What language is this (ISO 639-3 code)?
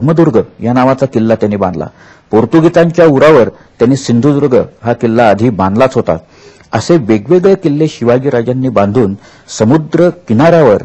mar